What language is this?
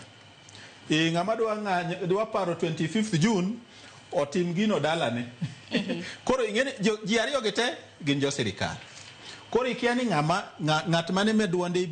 Luo (Kenya and Tanzania)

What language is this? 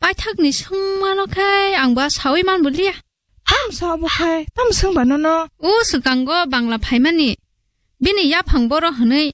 Kok Borok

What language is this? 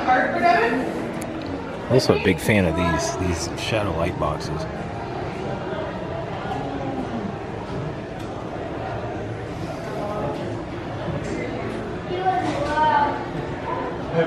English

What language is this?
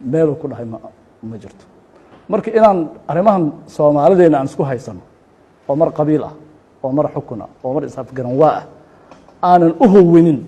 Somali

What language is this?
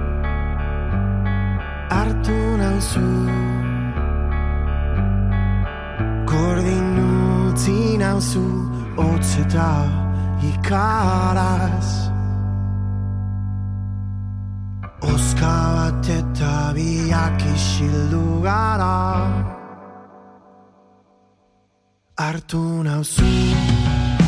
Basque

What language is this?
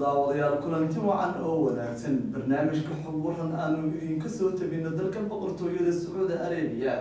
Somali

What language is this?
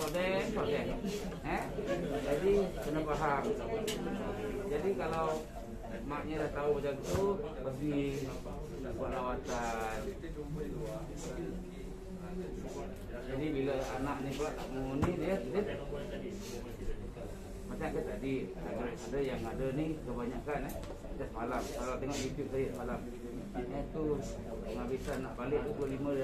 Malay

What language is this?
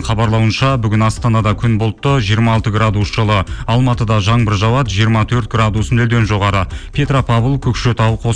Kazakh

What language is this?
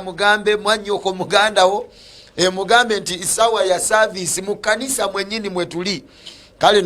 Ganda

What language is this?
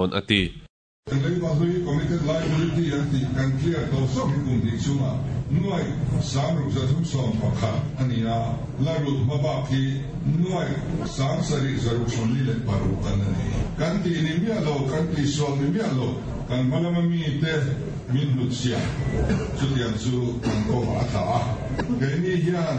Mizo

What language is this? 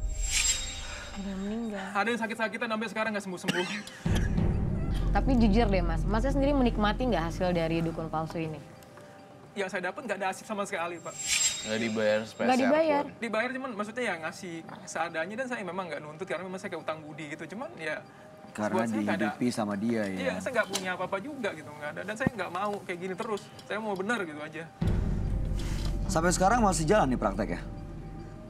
Indonesian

